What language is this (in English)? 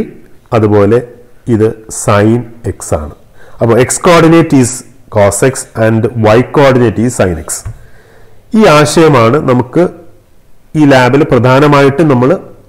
Malayalam